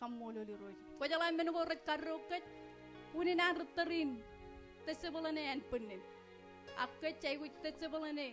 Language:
Marshallese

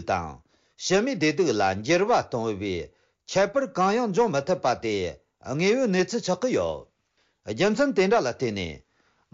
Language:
Tibetan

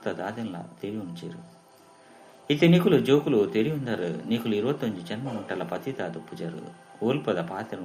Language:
Tulu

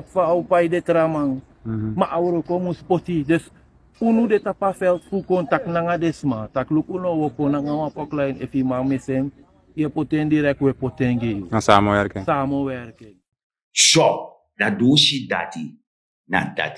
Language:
Sranan Tongo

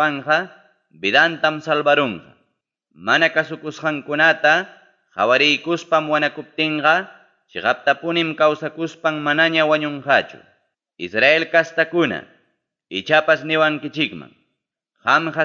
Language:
Ayacucho Quechua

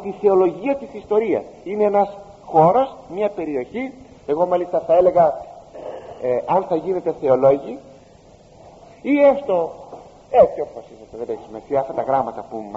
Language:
Greek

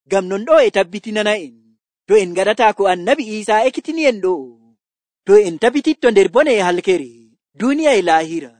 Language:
Nigerian Fulfulde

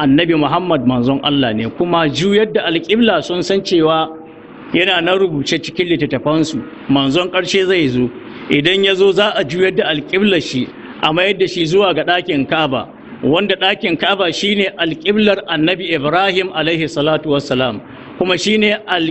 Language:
Hausa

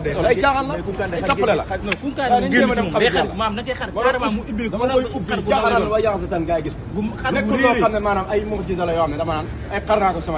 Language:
Wolof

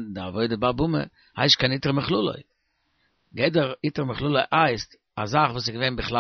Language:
Yiddish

